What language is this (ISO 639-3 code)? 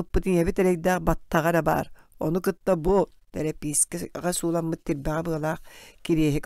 sah